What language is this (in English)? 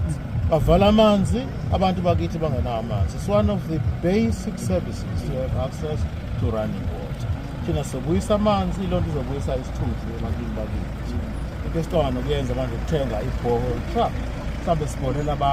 Zulu